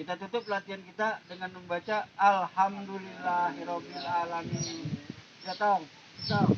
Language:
Betawi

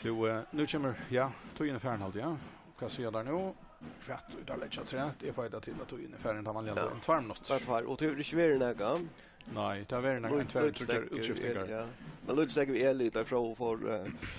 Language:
Faroese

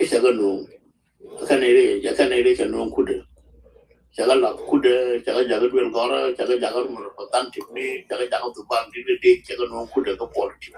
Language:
Nuer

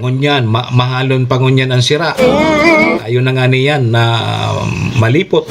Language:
Bikol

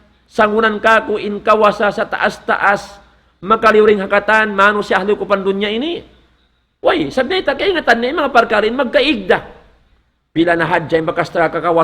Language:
Tausug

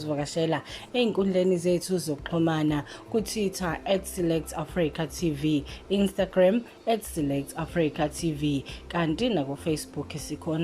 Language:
Zulu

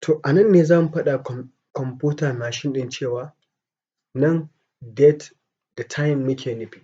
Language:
Hausa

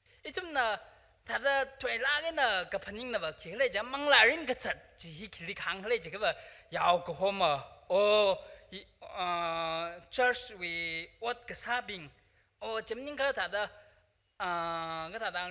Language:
Tangkhul Naga (India)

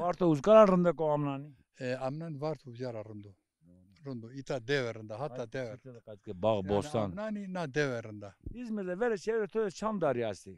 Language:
Zaza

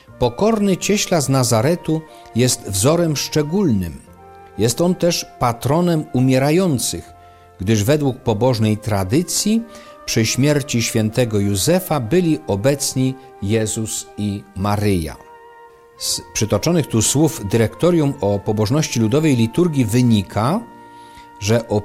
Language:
Polish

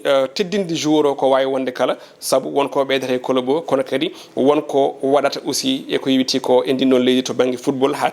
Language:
Fula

